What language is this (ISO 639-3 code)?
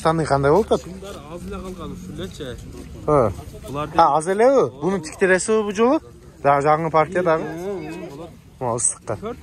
kaz